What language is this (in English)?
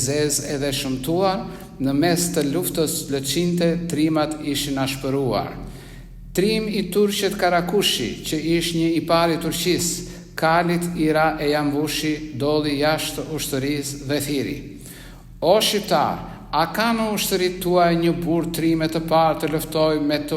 Albanian